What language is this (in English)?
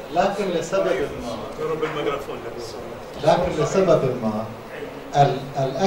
Arabic